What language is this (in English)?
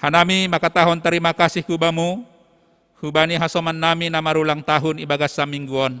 Batak Simalungun